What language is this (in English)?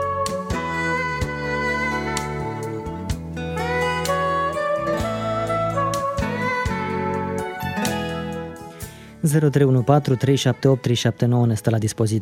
Romanian